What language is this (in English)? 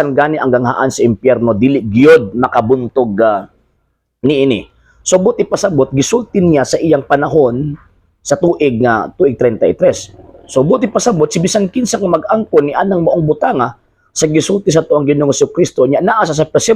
Cebuano